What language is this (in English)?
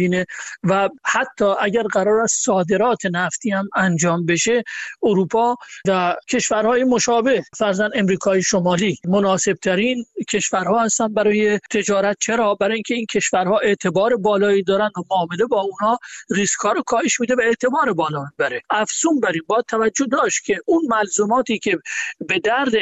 Persian